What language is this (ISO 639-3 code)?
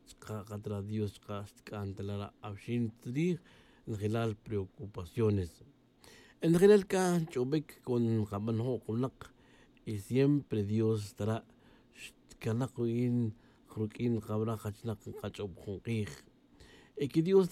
tzj